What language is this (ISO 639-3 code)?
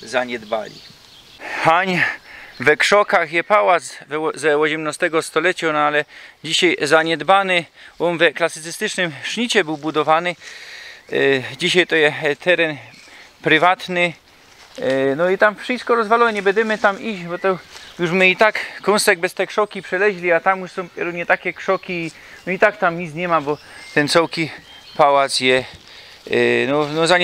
szl